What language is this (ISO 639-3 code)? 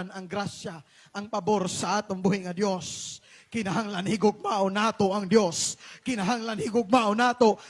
ceb